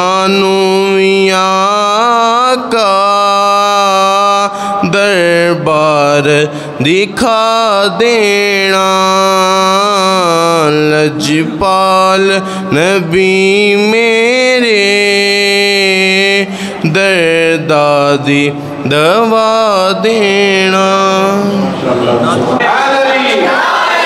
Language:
Urdu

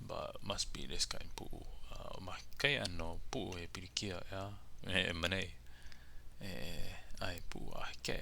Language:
Hawaiian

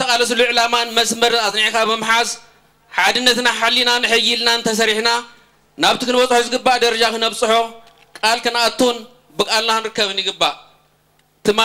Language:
Tigrinya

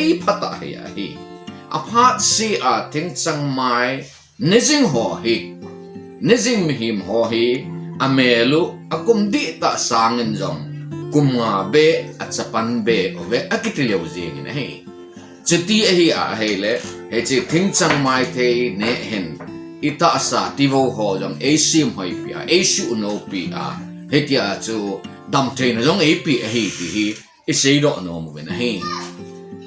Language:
Thado Chin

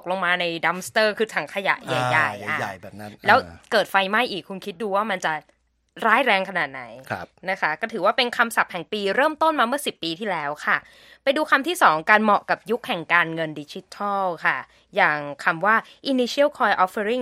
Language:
Thai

